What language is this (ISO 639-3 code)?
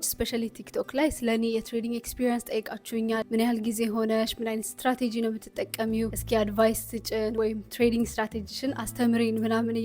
amh